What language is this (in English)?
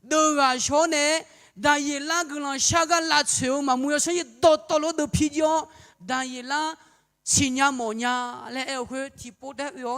Akha